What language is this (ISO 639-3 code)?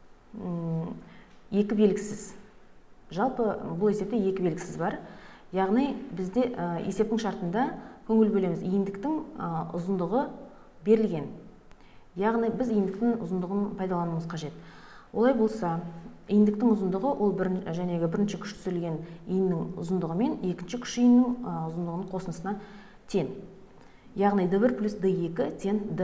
kaz